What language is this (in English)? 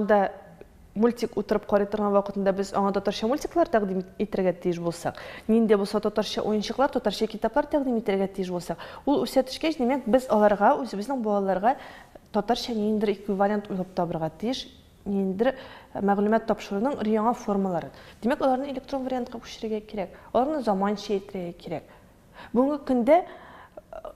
Tatar